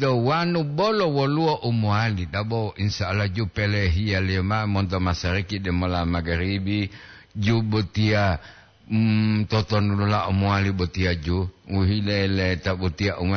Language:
Gorontalo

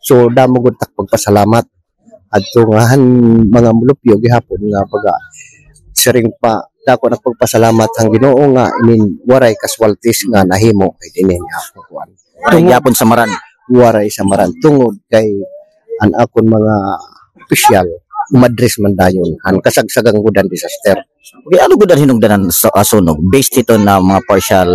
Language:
Waray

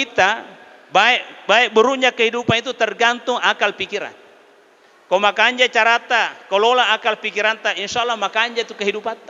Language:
Buginese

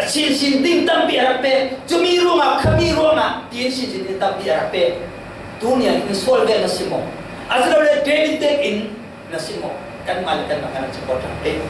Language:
Falam Chin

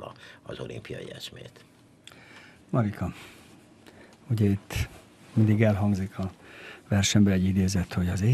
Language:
Hungarian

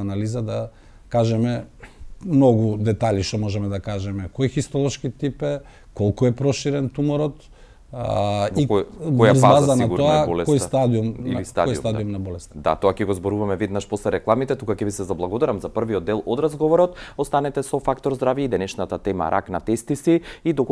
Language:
Macedonian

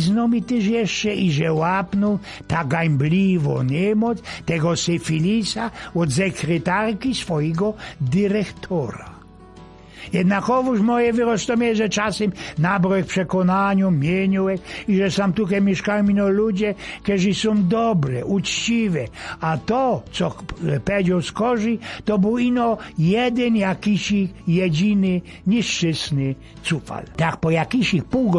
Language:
Silesian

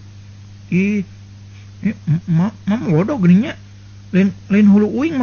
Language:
Sundanese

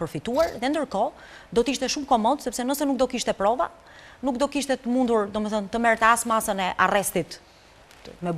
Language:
Albanian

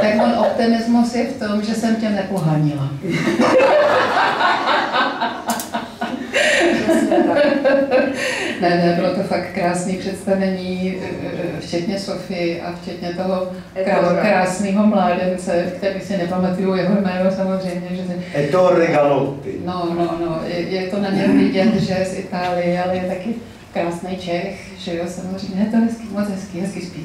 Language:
Czech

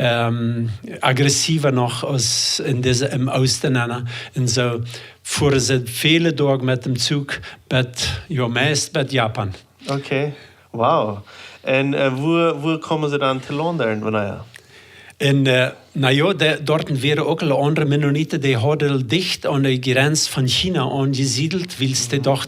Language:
Plautdietsch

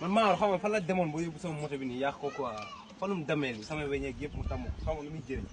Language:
Wolof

